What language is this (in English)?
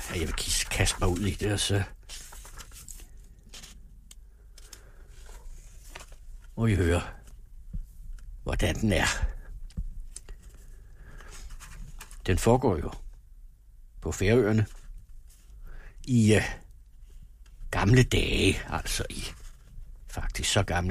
Danish